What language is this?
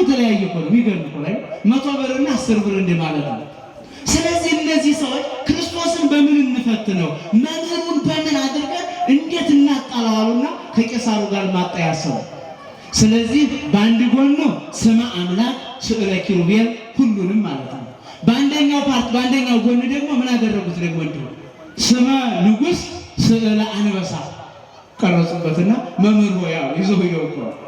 Amharic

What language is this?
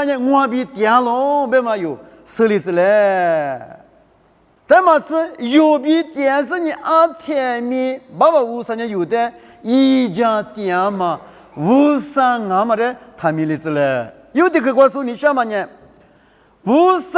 Lisu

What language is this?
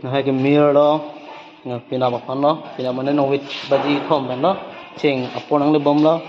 Karbi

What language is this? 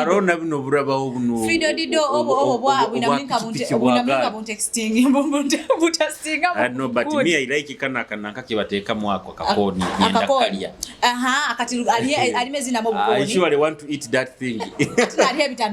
Nyoro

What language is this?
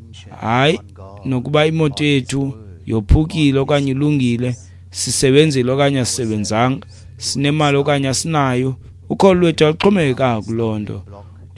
Xhosa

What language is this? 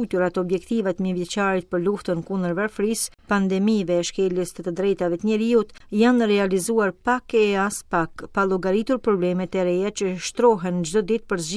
Albanian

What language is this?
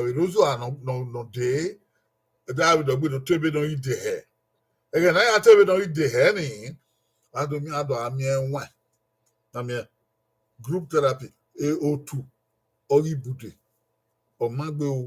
Bini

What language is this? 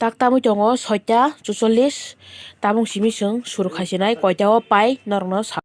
Kok Borok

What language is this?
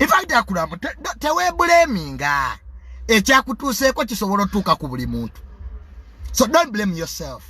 Ganda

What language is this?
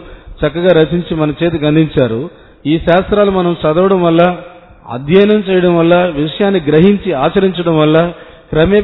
Telugu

